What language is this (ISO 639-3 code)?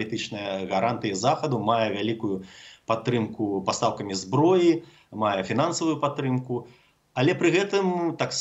bel